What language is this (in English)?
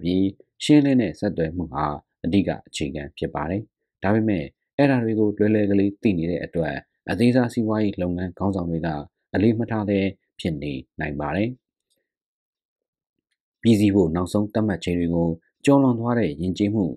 Burmese